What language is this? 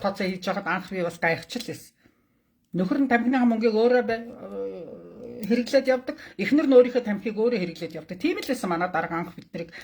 Mongolian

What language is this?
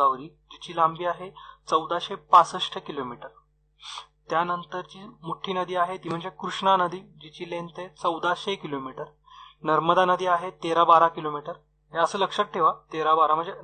Marathi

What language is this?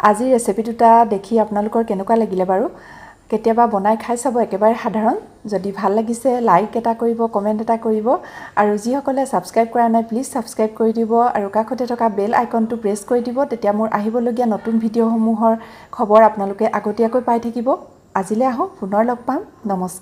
Assamese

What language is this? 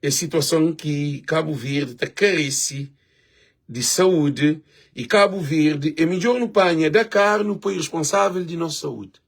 Kabuverdianu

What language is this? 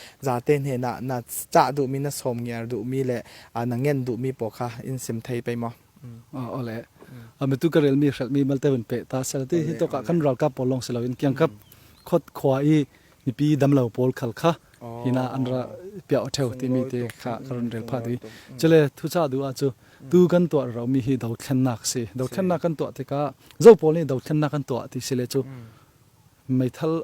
Falam Chin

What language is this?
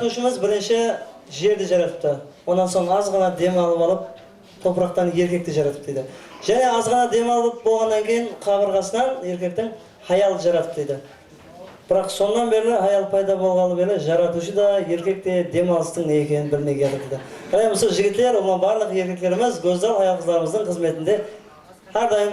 Kara-Kalpak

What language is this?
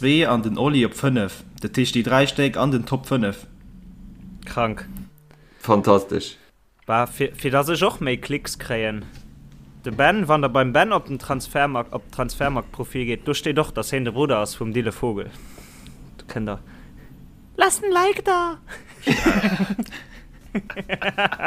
Luxembourgish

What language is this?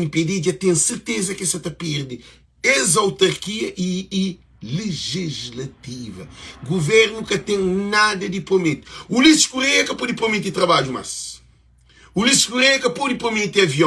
Kabuverdianu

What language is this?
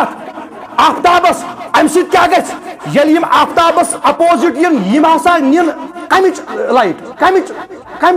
Kashmiri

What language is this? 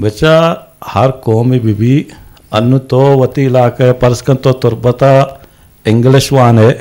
Eastern Balochi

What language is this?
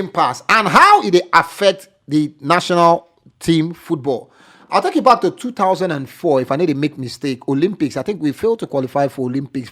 Nigerian Pidgin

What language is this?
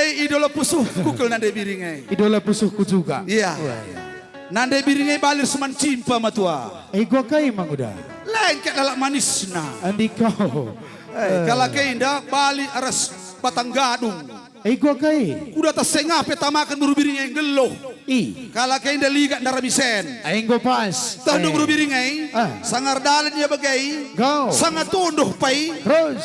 Batak Karo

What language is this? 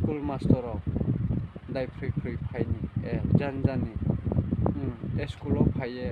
Riang (India)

